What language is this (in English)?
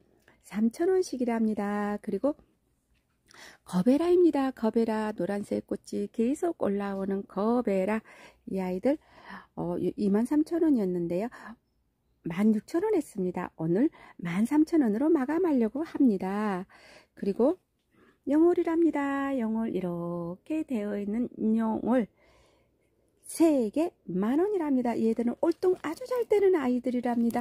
Korean